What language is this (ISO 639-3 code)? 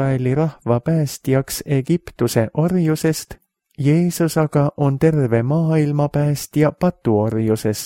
est